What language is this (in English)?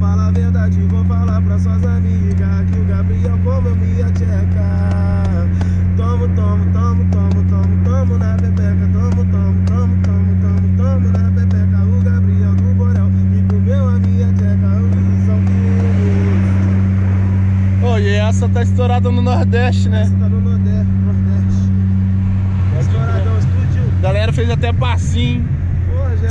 Portuguese